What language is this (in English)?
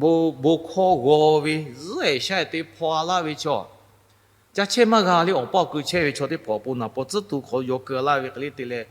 Lahu